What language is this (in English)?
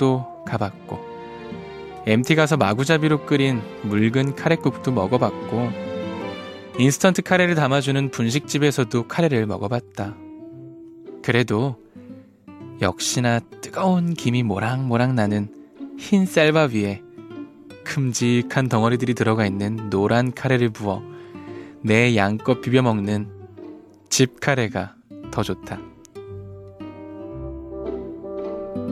Korean